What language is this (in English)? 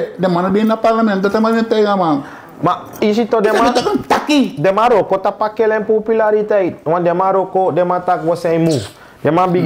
Sranan Tongo